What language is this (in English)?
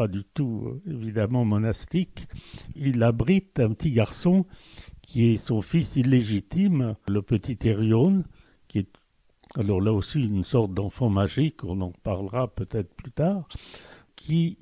French